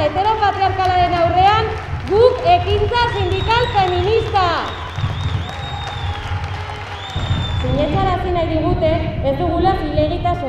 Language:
Basque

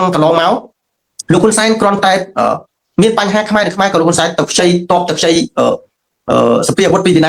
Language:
Khmer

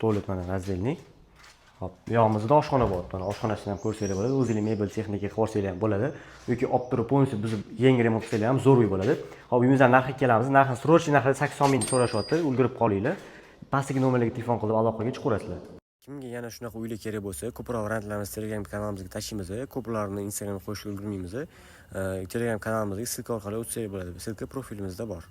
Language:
Uzbek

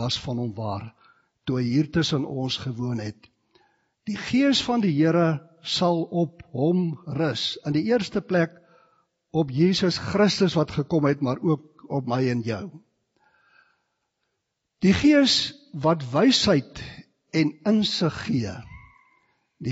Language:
Afrikaans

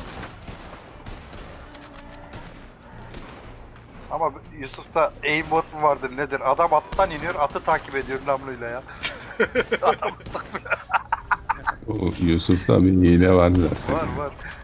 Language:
Turkish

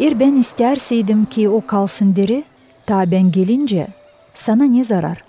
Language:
Gagauz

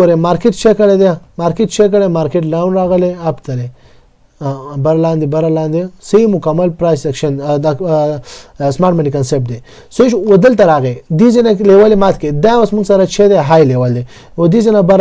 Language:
Pashto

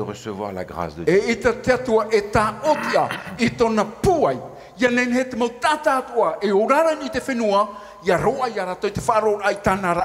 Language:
Tahitian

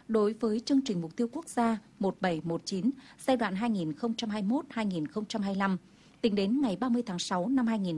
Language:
Vietnamese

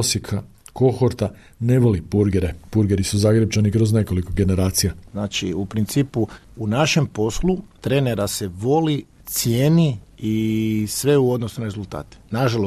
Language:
Croatian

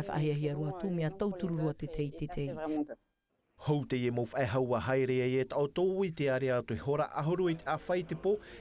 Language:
Tahitian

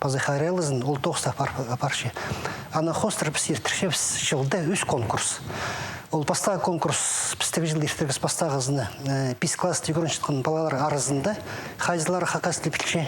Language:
Khakas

